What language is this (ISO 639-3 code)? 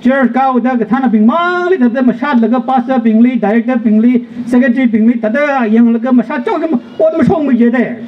nmf